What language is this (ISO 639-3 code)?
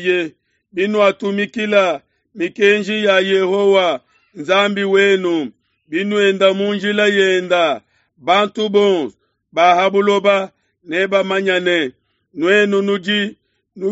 lua